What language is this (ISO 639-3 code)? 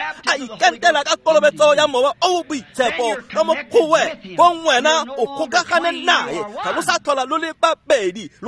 tsn